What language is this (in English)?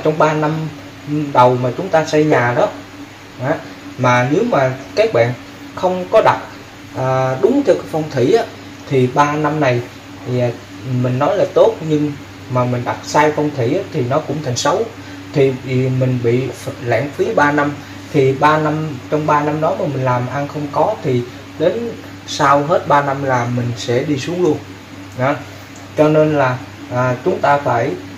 Vietnamese